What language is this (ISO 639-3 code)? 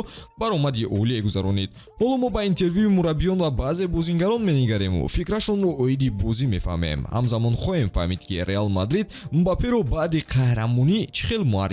tgk